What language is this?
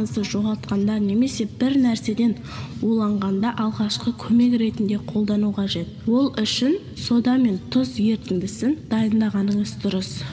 Kazakh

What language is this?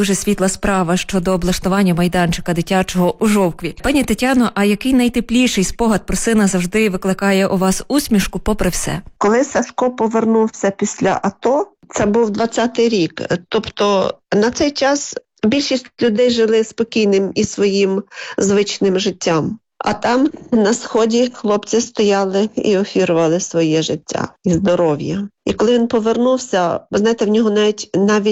Ukrainian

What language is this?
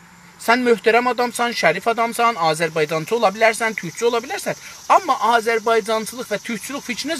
South Azerbaijani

